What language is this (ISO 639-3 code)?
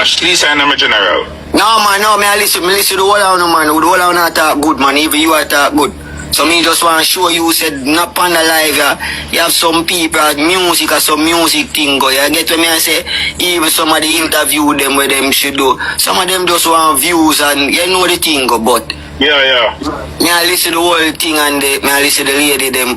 jam